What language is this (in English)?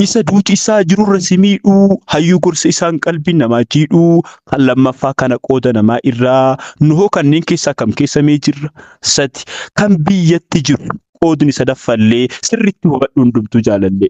Oromo